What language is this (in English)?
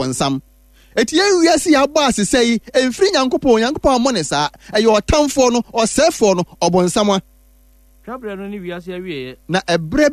Akan